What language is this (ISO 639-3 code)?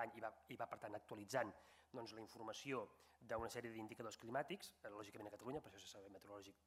cat